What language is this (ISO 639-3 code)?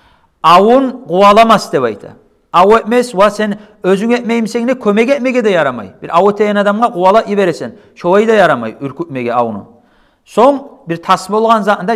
kum